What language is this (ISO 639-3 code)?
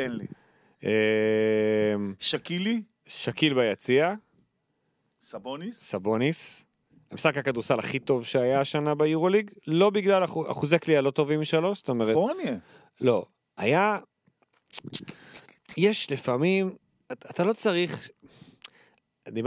heb